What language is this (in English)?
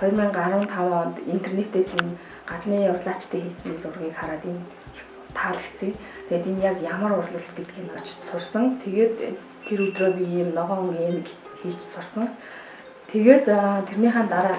Mongolian